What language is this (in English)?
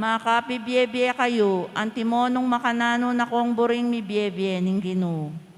Pampanga